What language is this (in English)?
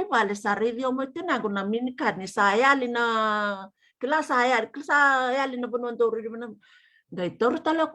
Fijian